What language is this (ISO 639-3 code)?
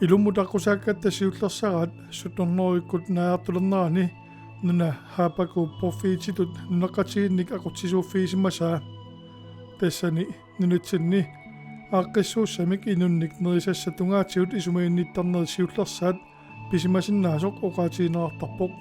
kal